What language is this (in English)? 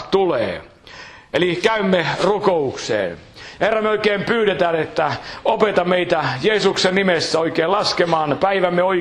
Finnish